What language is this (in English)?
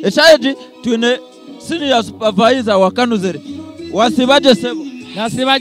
Nyankole